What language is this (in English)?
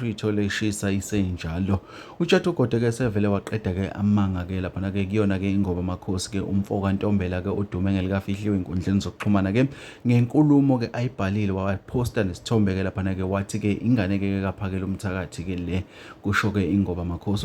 Zulu